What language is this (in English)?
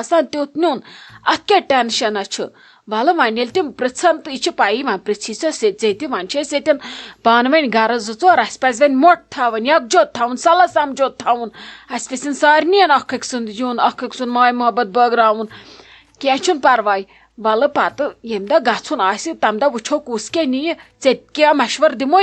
Kashmiri